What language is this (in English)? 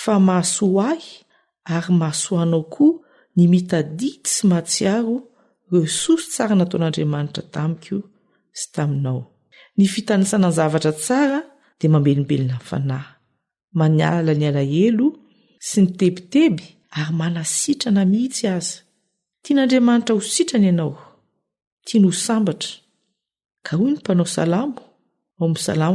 Malagasy